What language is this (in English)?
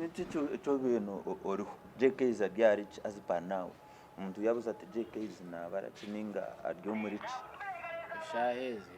Nyankole